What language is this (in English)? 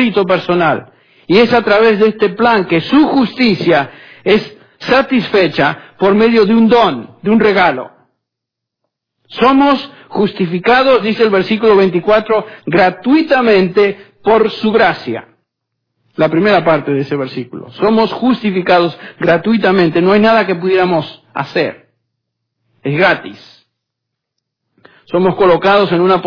Spanish